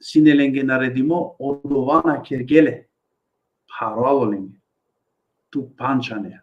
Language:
Balkan Romani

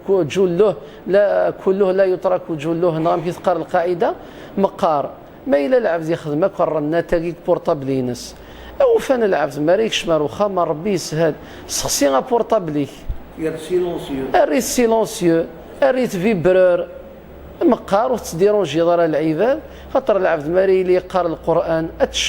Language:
Kabyle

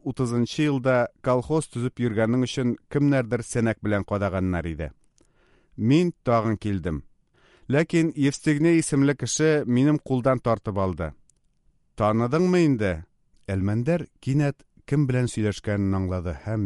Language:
Tatar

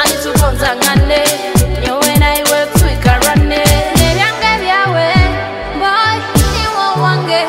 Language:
Nyoro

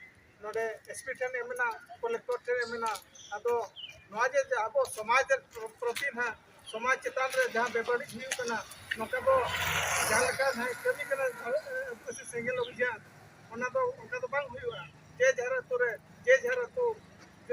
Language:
Santali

